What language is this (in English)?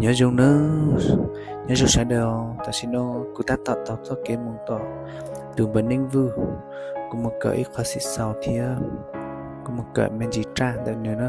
Hmong